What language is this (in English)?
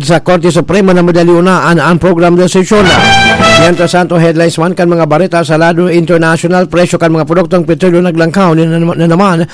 Bikol